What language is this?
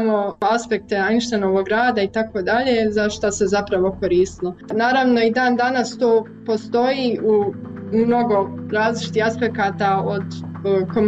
Croatian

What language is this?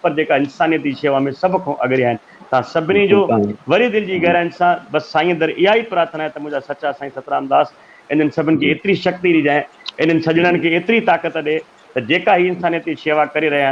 Sindhi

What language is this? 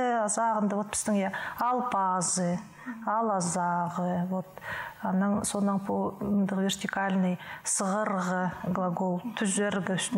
Khakas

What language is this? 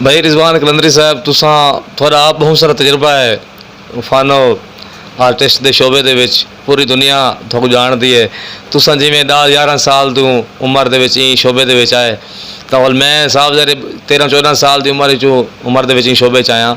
Saraiki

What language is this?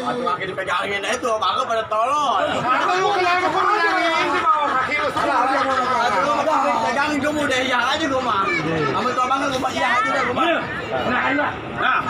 Betawi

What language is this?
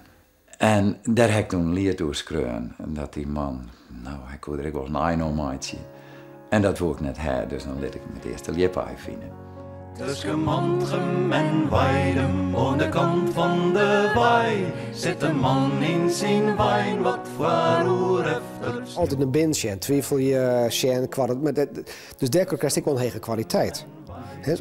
Western Frisian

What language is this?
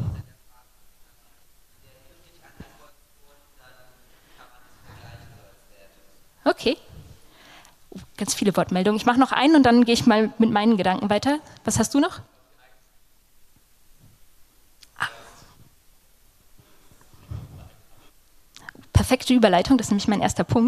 German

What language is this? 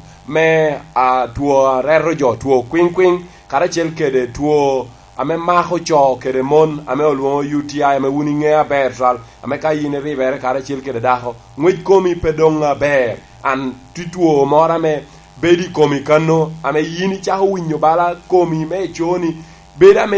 Lango (Uganda)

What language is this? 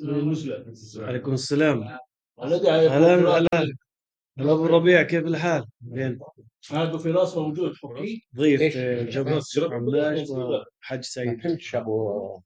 North Levantine Arabic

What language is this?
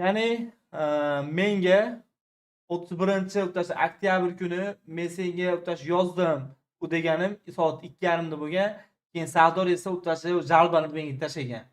Uzbek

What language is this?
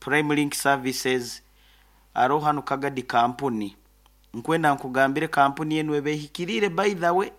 Nyoro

